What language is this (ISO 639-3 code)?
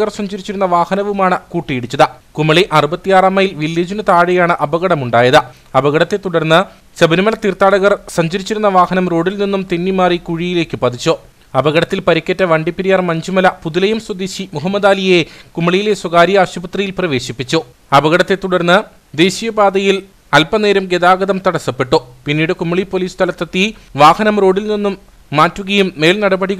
mal